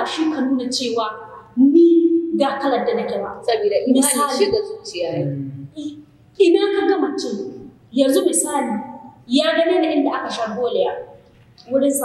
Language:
Hausa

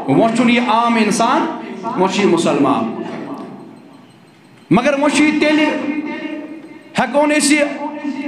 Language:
Kashmiri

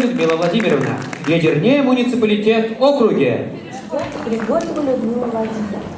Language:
Chuvash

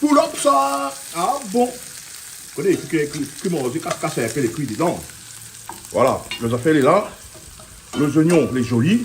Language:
Réunion Creole French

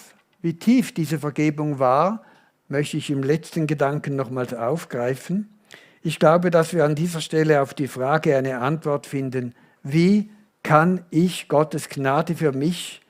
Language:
Swiss German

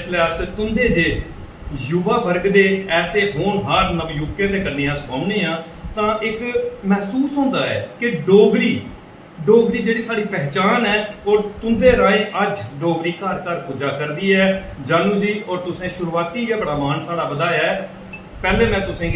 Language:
Dogri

